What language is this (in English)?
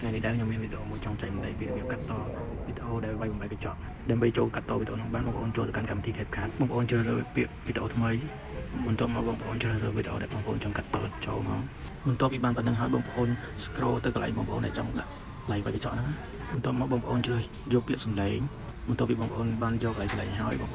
Khmer